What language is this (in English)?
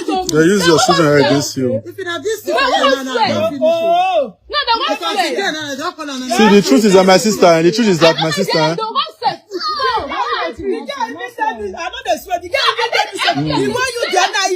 Nigerian Pidgin